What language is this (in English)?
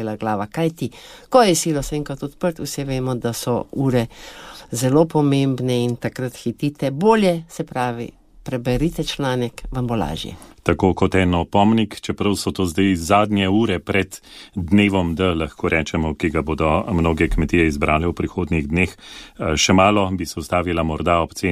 Slovenian